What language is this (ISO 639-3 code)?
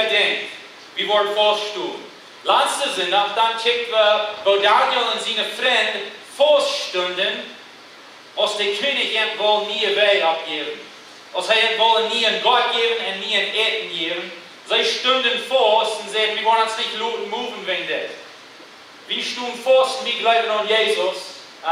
pdt